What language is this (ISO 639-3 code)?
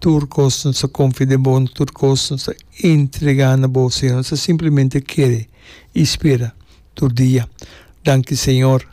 pap